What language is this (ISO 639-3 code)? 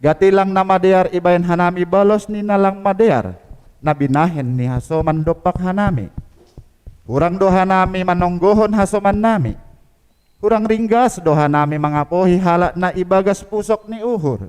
bts